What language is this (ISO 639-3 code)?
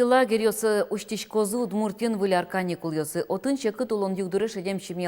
udm